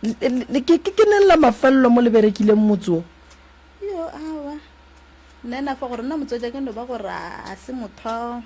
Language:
Northern Sotho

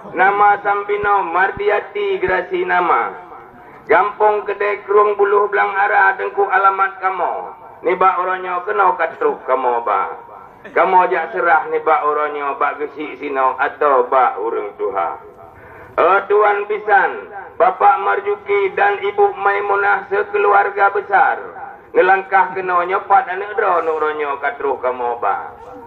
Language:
Achinese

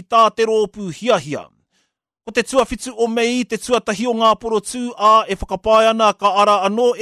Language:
Māori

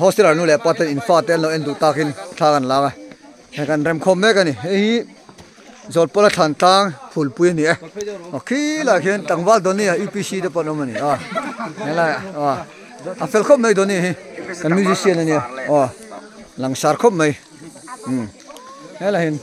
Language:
Mizo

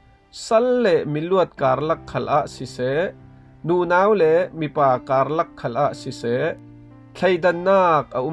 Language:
Falam Chin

